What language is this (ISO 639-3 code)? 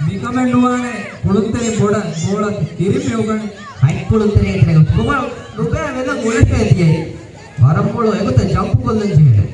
div